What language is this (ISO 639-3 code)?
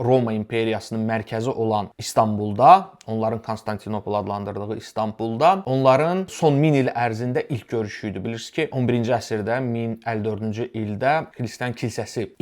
aze